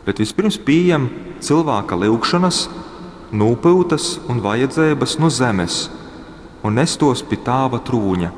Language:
Latgalian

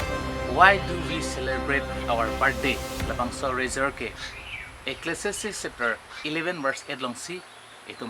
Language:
Karbi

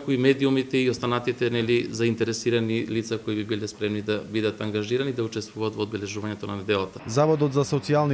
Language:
Macedonian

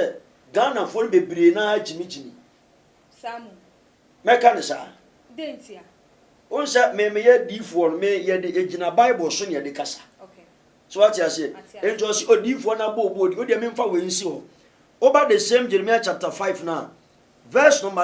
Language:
Akan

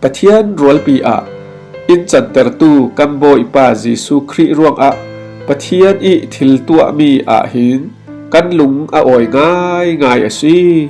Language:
Falam Chin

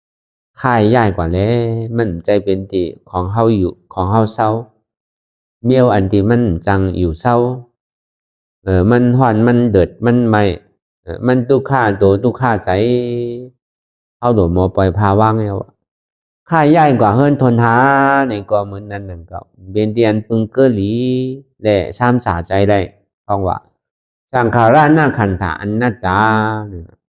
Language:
Shan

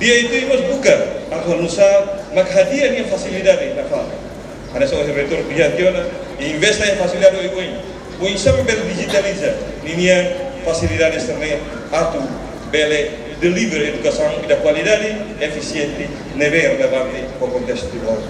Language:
Tetum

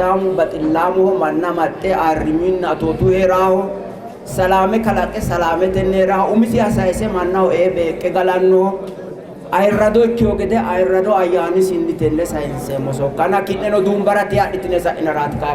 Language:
Sidamo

